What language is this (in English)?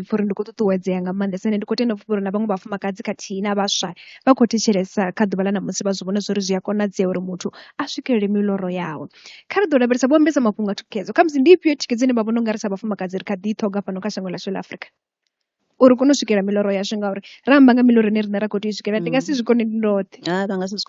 Venda